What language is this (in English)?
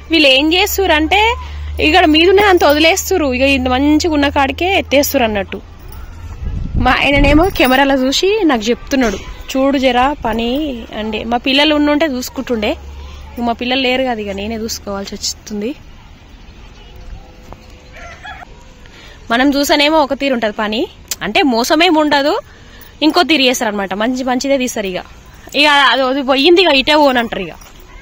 Telugu